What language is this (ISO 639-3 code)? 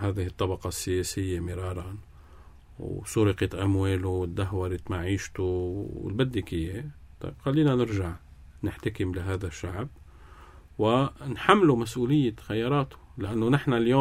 apc